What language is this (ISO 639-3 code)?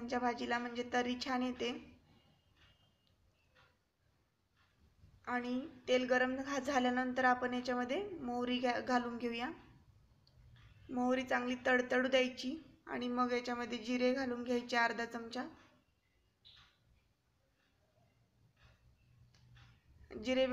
mar